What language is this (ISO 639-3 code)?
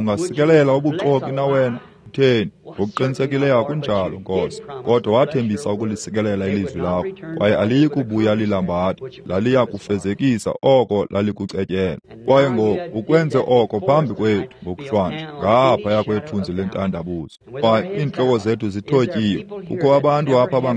xho